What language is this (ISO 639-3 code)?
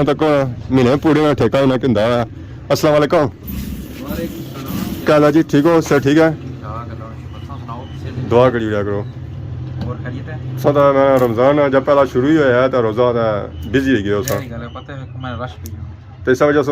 phr